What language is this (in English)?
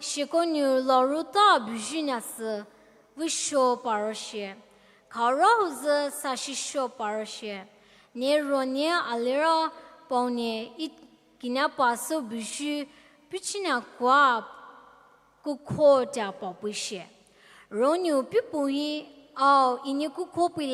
Poumei Naga